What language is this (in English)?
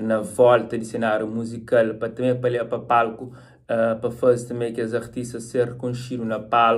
Kabuverdianu